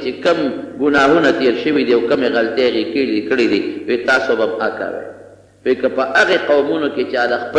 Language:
Pashto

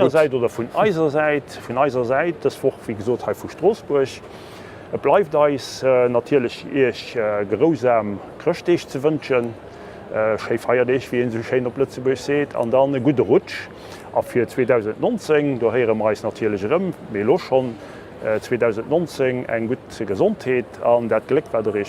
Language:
Luxembourgish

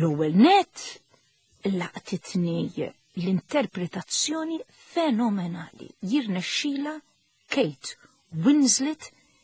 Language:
Maltese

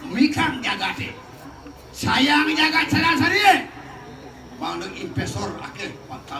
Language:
Balinese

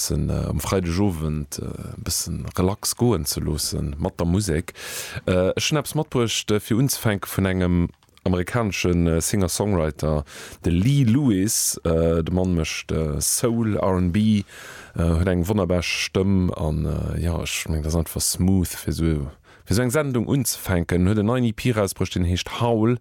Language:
Luxembourgish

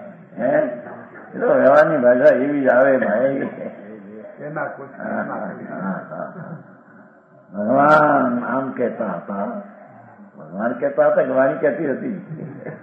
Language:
Gujarati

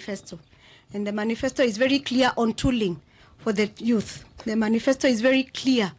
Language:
Kamba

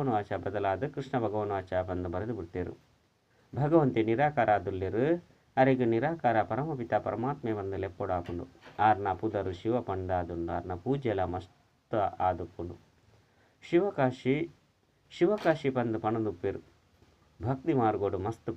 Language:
Tulu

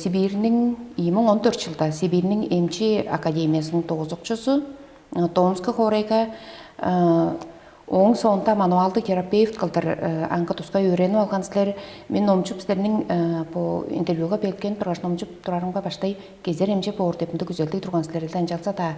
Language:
Tuvinian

